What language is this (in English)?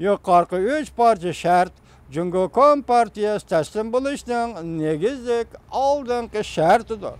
Uyghur